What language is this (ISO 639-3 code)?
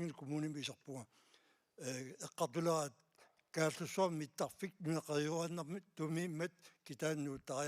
kal